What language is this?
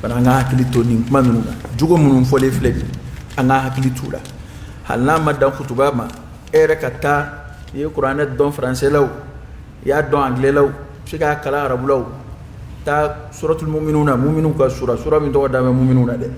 Dyula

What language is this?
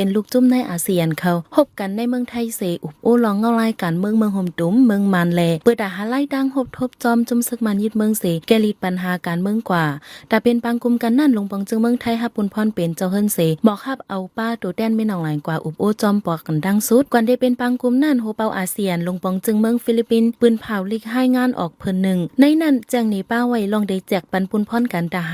Shan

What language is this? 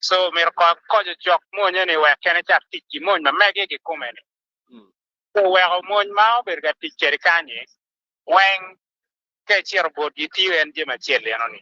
Acoli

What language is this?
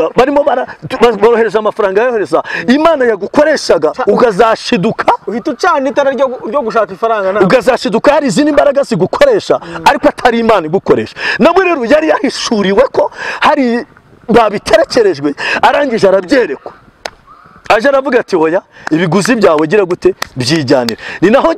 Kinyarwanda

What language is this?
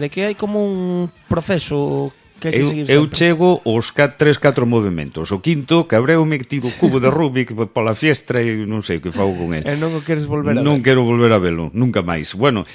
Galician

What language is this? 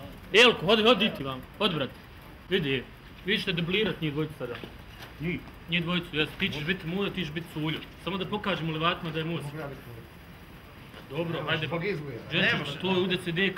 Bosnian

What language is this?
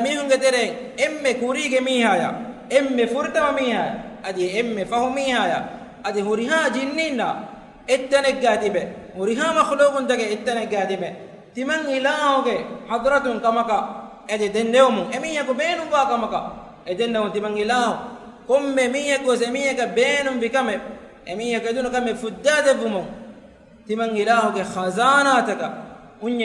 Divehi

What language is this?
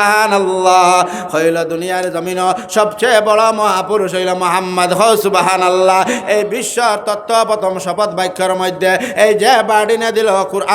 Sylheti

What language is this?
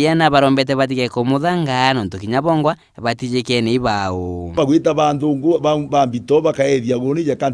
Meru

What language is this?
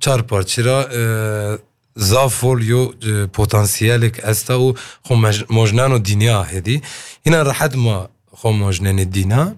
Kurdish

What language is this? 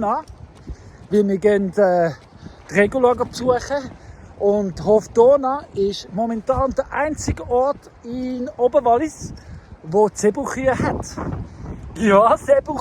Swiss German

